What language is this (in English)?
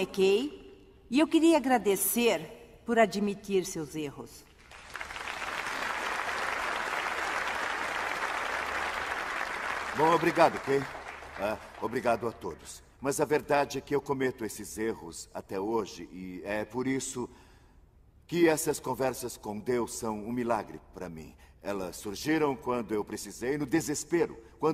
Portuguese